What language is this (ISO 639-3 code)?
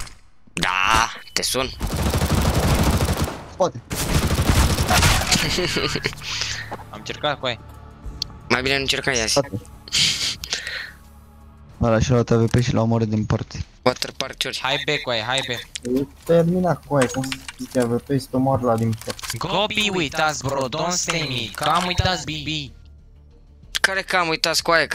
ron